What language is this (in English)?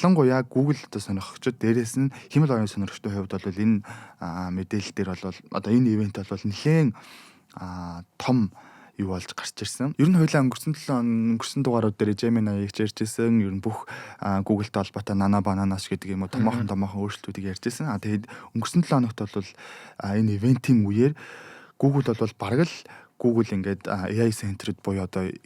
Mongolian